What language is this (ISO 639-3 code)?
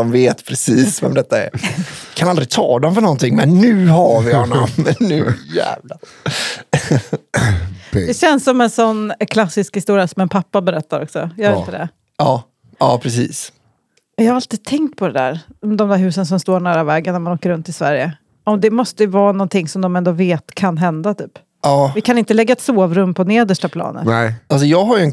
swe